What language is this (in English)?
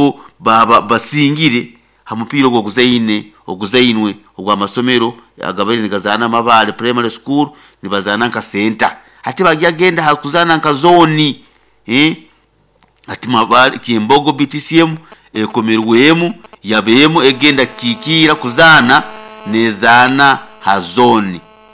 Nyoro